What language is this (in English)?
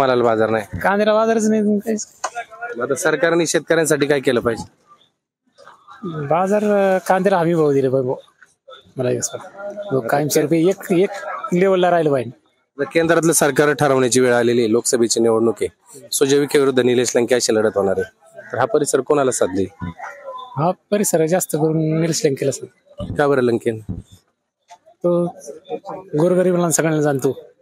Marathi